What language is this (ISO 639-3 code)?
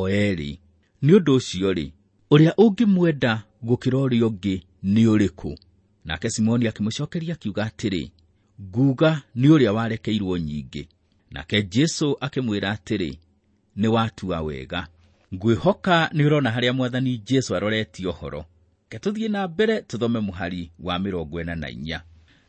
kik